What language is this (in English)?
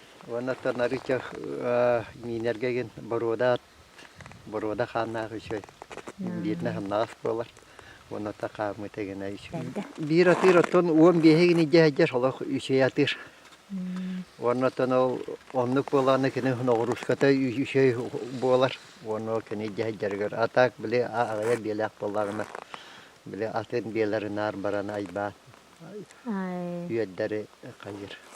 Yakut